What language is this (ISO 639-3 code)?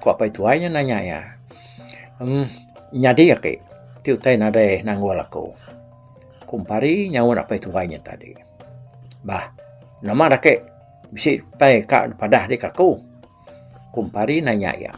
iba